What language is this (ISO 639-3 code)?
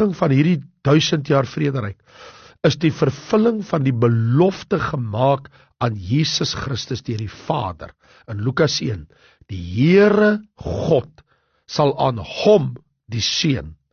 afr